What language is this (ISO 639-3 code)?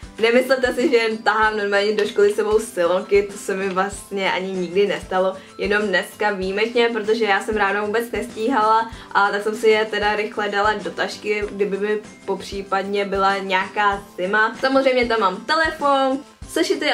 ces